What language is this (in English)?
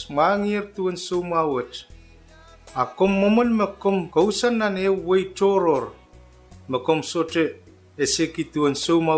Pohnpeian